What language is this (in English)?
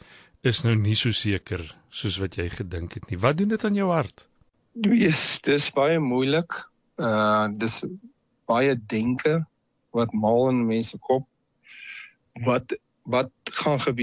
Afrikaans